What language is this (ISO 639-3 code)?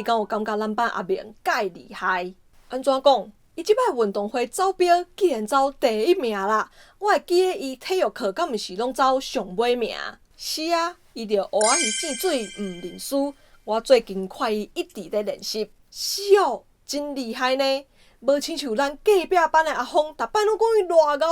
nan